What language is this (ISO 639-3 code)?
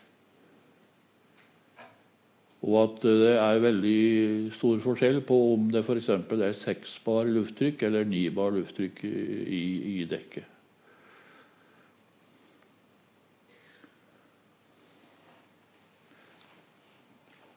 nor